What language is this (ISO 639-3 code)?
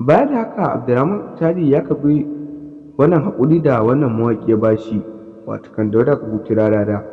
hau